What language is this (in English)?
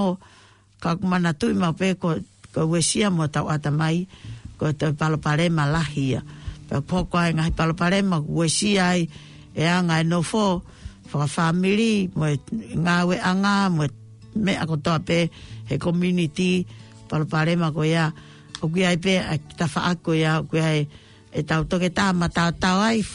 Tongan